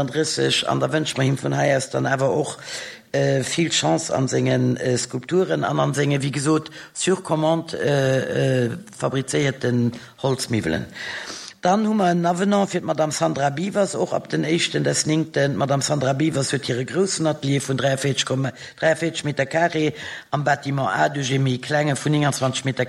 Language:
Luxembourgish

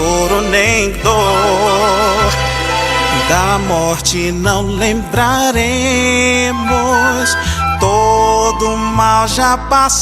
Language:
Guarani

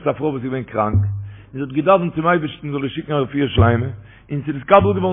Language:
Yiddish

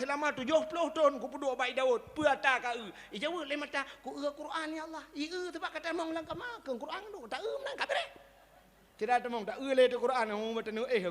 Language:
Achinese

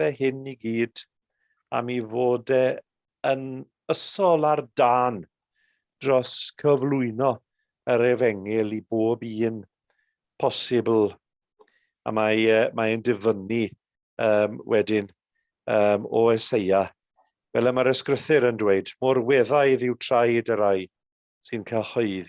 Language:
Welsh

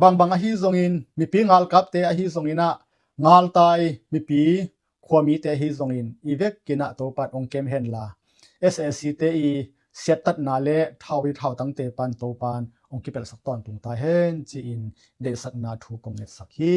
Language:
Tedim Chin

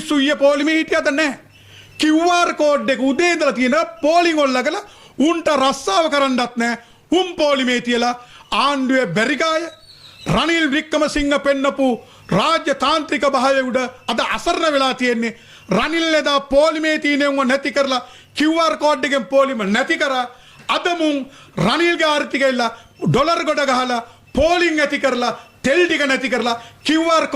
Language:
Sinhala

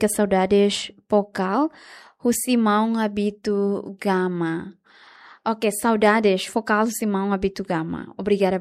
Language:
Tetum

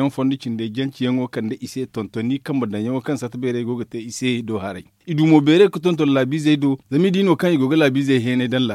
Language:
Zarma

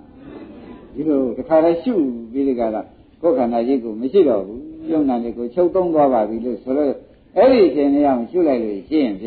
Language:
Burmese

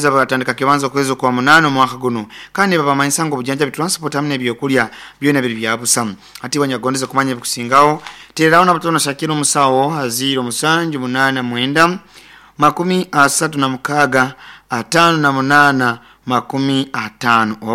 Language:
Nyoro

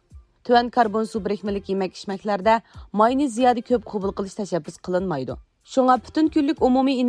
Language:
Uyghur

